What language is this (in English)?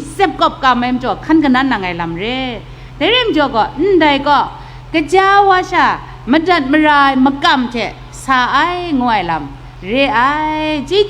Kachin